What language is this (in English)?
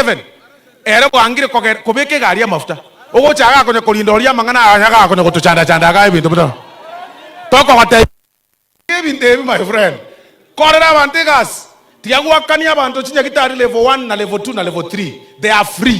Gusii